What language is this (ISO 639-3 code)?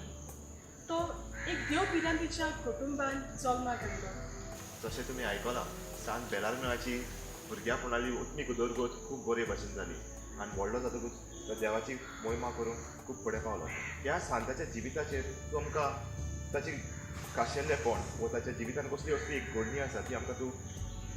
kok